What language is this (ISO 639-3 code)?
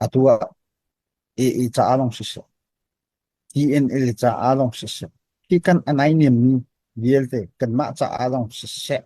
cnh